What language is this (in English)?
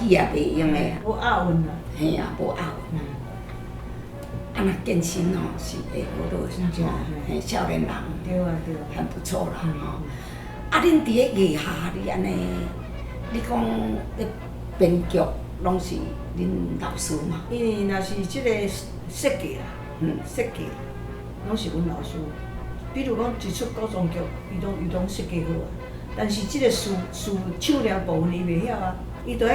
Min Nan Chinese